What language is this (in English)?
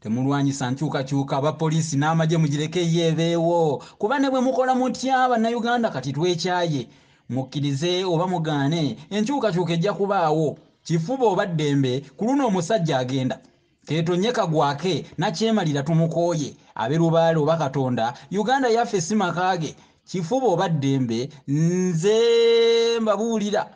Ganda